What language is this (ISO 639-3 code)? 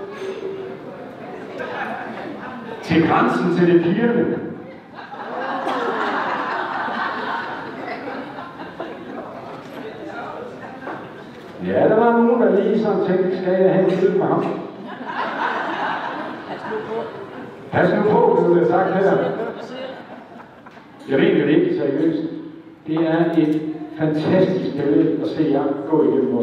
dan